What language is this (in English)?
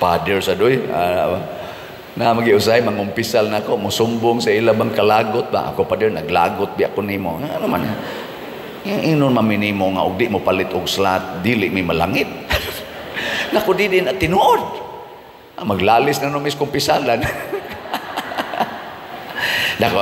Cebuano